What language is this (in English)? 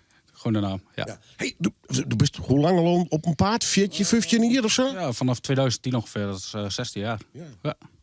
Western Frisian